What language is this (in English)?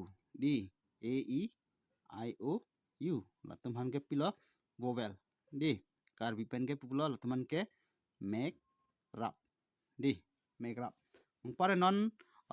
Karbi